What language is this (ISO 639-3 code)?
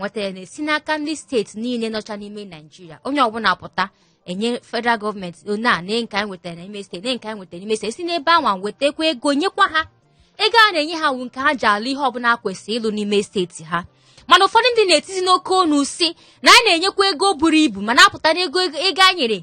ibo